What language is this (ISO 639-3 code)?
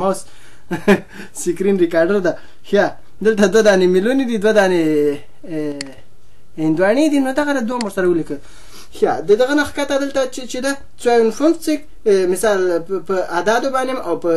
pus